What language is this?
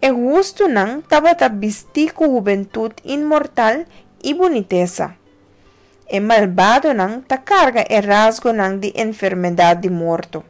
Papiamento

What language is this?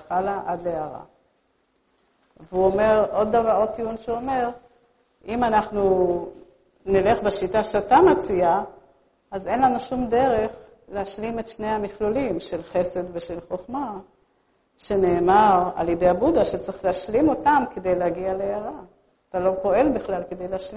Hebrew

